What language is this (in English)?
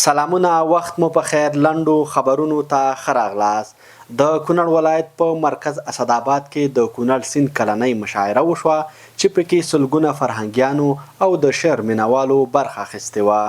Pashto